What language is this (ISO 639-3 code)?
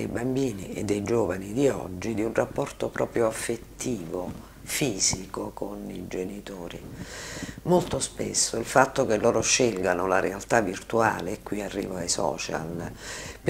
ita